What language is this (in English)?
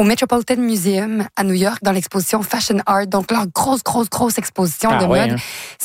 French